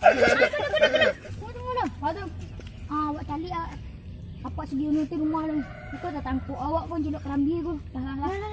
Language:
Minangkabau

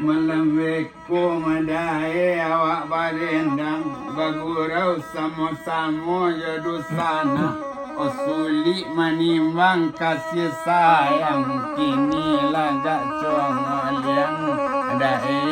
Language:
Minangkabau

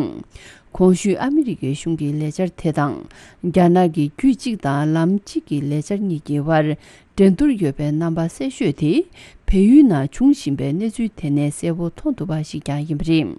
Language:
Tibetan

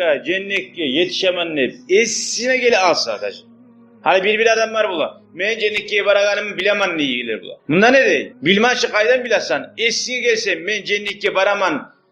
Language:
Kumyk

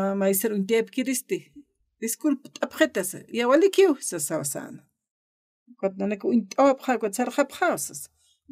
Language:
Aymara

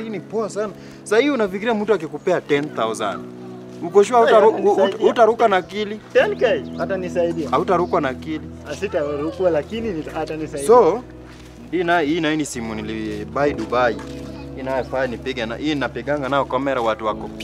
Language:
Swahili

